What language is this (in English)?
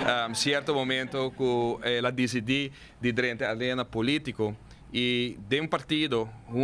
Papiamento